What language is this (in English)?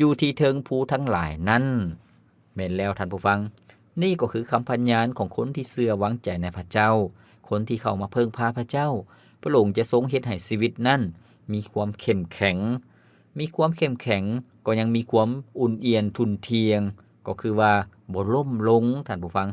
Lao